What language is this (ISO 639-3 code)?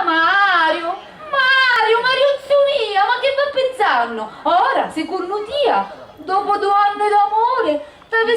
scn